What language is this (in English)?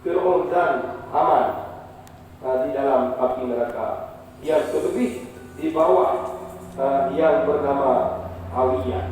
Achinese